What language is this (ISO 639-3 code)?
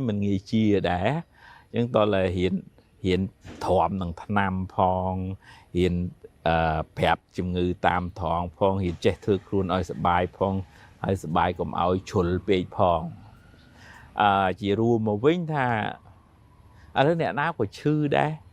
khm